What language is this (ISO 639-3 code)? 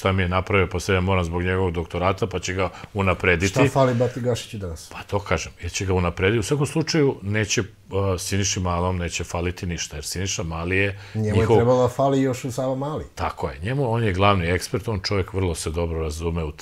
srp